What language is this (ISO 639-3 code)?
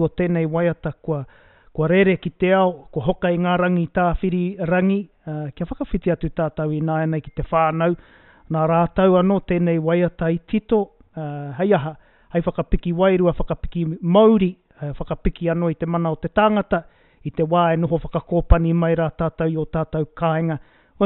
mri